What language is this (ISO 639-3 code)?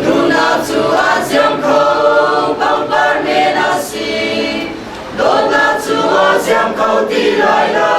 cnh